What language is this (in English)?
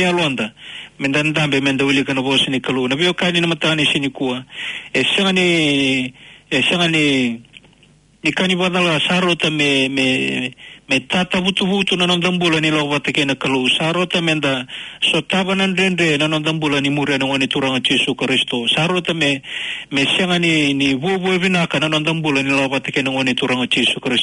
Fijian